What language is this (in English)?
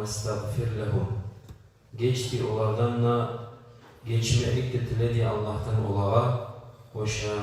Kumyk